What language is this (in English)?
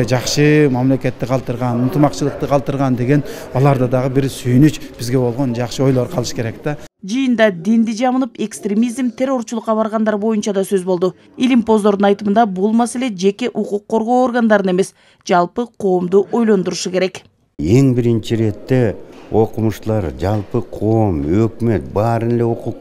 Kyrgyz